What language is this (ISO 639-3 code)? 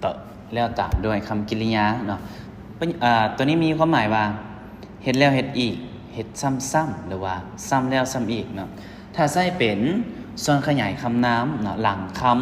lao